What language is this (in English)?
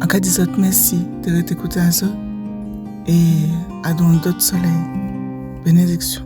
Guadeloupean Creole French